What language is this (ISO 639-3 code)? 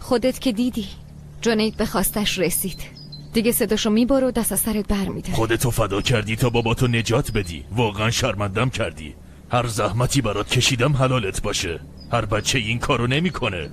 fas